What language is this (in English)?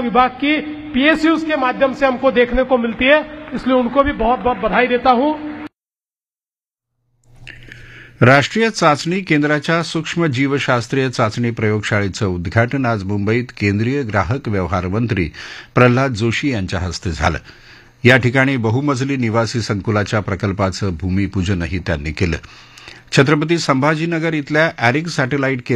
Marathi